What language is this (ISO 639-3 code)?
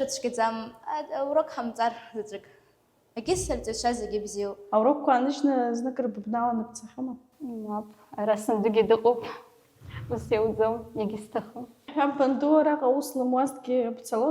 abk